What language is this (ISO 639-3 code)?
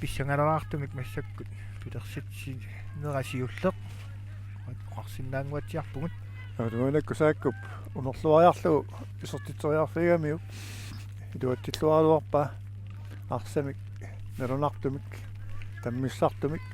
kal